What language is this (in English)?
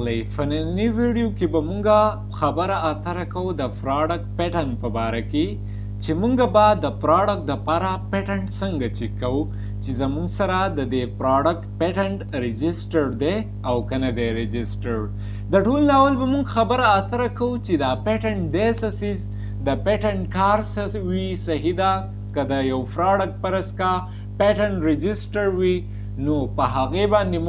Pashto